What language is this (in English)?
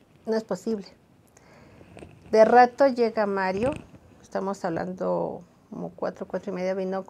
Spanish